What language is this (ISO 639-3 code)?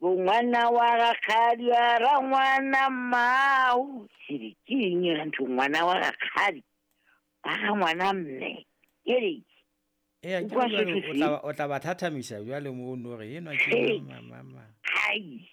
sot